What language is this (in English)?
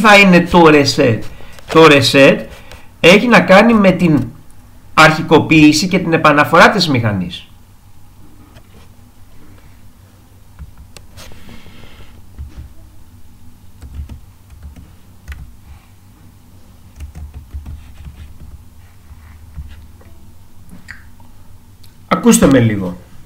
Greek